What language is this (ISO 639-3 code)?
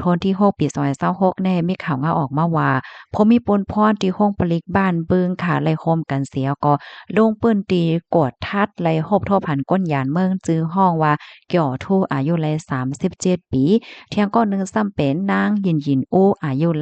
shn